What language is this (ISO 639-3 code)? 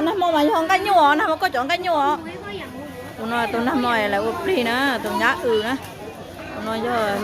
hmn